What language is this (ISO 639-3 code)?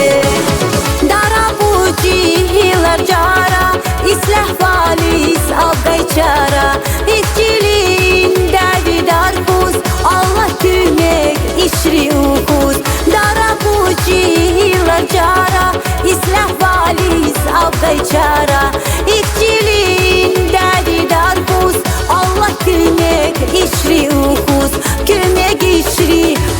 tab